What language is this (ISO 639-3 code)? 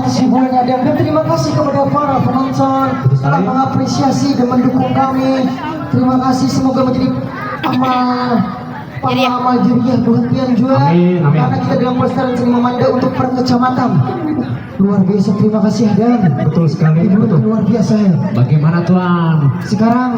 bjn